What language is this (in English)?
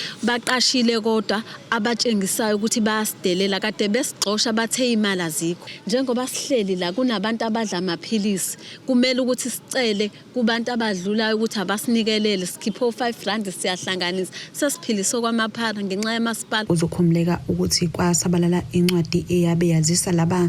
Zulu